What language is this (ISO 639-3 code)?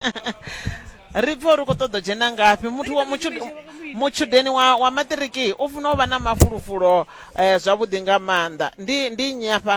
ven